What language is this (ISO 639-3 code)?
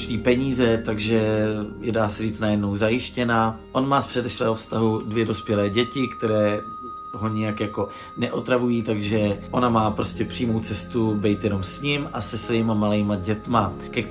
ces